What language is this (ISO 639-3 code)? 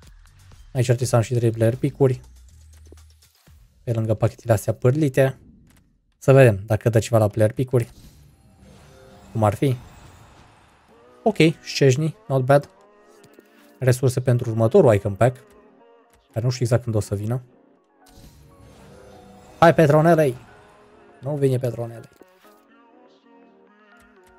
ron